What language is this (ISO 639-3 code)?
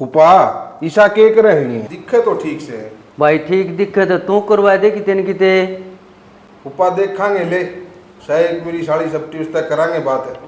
bgc